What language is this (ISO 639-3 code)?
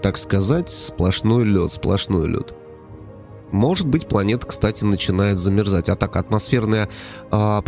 rus